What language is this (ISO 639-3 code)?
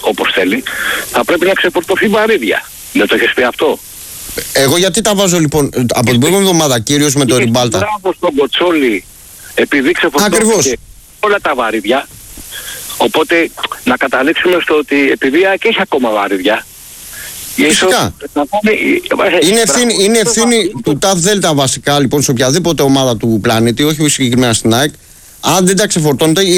ell